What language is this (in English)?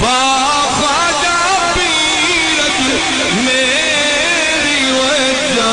Saraiki